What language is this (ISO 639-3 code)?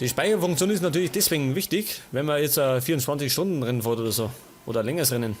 bar